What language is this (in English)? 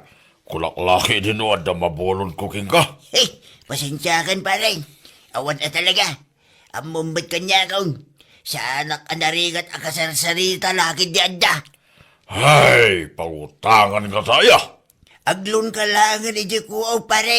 Iloko